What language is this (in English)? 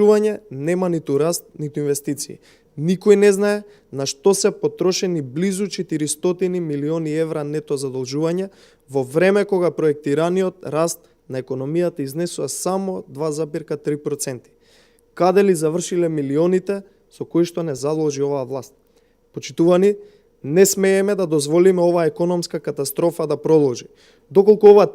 Macedonian